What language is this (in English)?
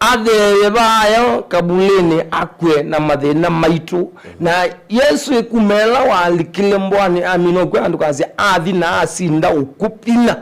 Kamba